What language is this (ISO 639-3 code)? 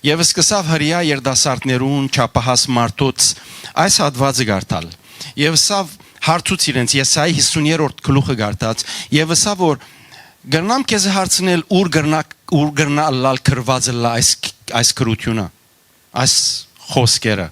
hyw